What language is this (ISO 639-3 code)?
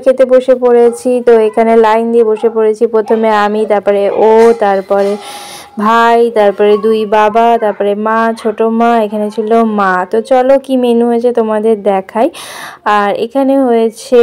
ben